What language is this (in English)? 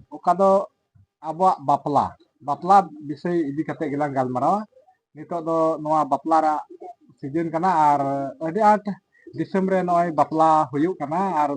Santali